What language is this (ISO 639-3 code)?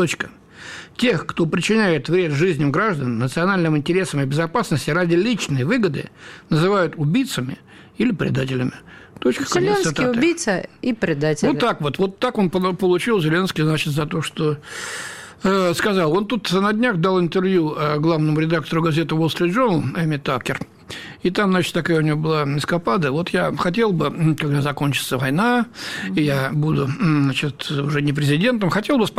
rus